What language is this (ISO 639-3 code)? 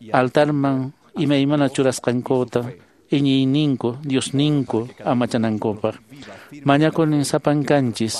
que